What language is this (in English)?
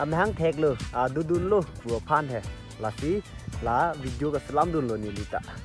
Karbi